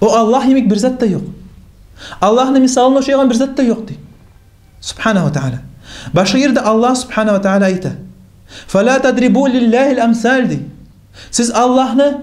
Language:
Kumyk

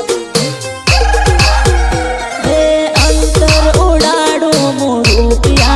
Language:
Hindi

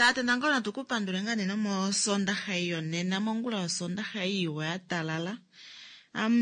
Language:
Kuanyama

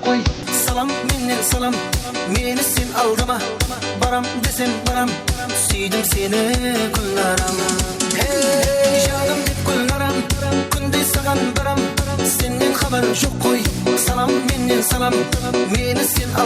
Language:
Kara-Kalpak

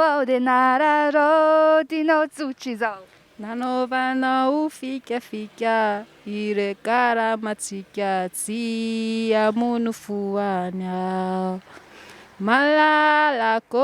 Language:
Malagasy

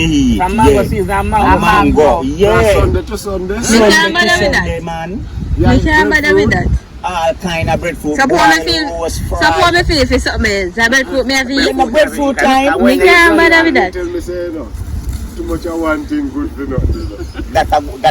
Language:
Jamaican Creole English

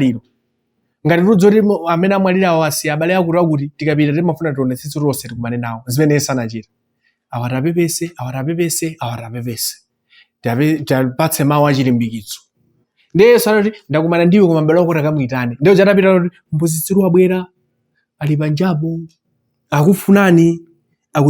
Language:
Nyanja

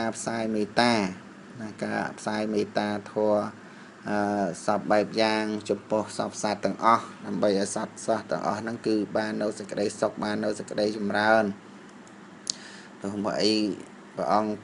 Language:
Khmer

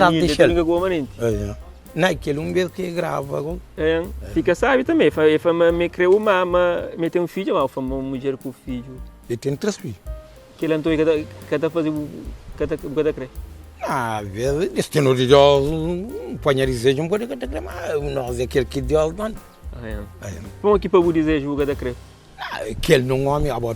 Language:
Kabuverdianu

